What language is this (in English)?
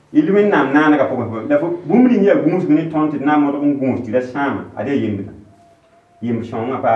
Mossi